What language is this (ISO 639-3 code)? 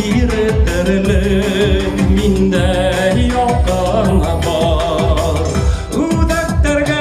bak